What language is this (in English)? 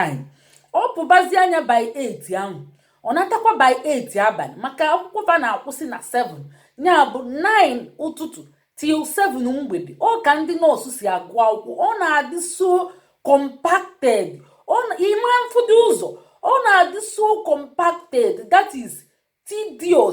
Igbo